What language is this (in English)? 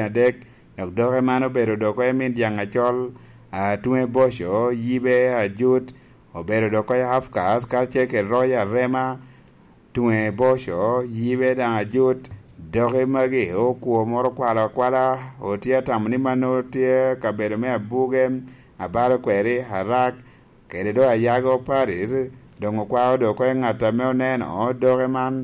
Lango (Uganda)